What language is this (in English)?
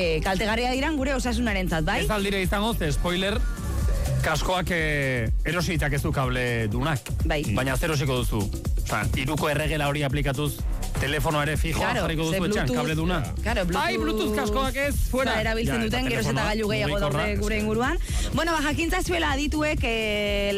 Basque